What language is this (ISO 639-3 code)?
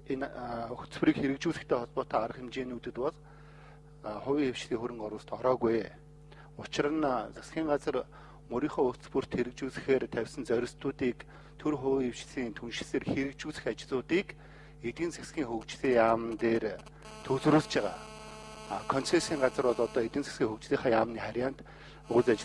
mon